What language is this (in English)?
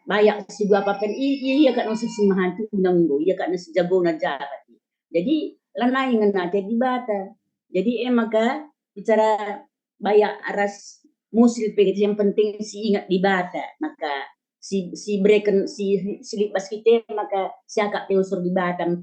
Batak Karo